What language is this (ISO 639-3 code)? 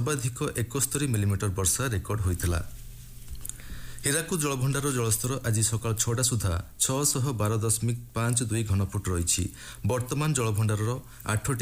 ori